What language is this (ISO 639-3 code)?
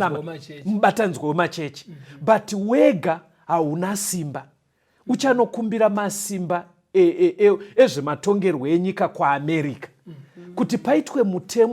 sna